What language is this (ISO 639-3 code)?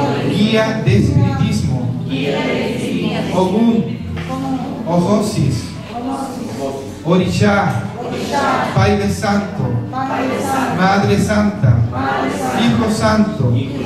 spa